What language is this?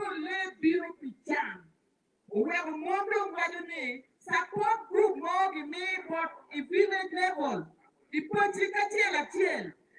Acoli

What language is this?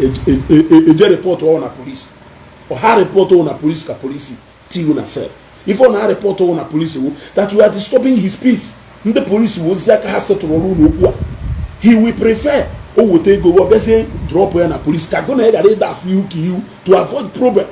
Igbo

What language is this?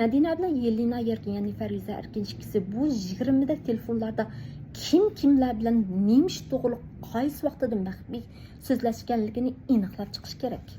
Uyghur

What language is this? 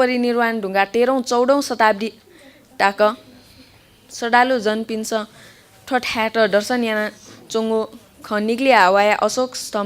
Newari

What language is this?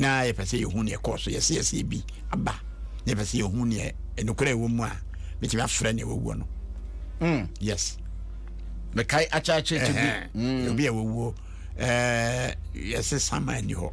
Akan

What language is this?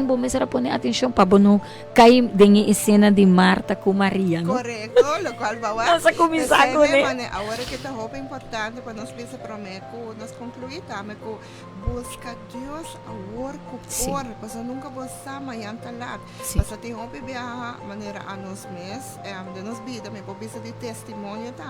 Papiamento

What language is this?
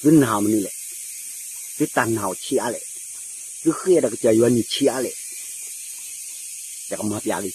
S'gaw Karen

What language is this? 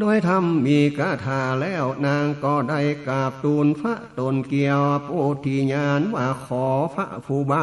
Northern Thai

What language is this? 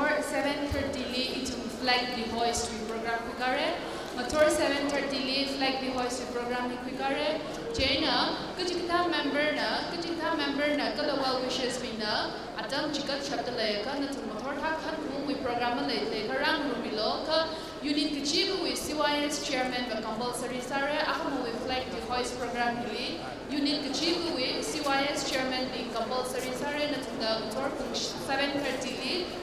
Tangkhul Naga (India)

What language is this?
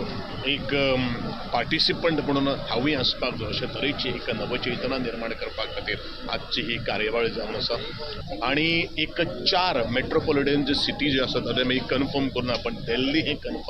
Konkani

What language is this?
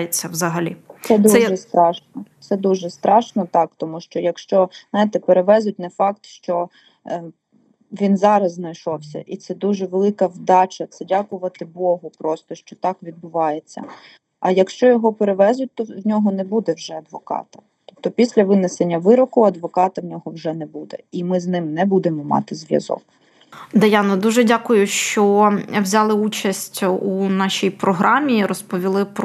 Ukrainian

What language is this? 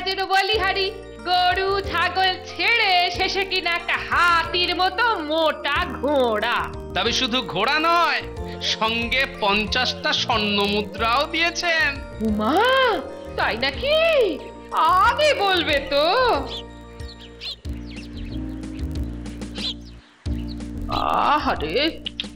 Bangla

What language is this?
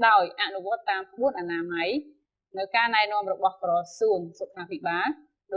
Khmer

